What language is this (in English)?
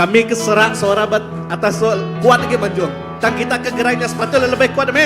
Iban